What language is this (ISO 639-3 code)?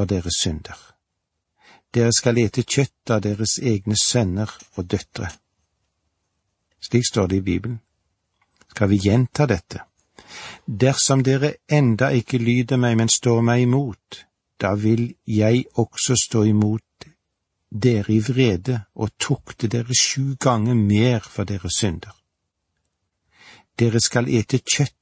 nor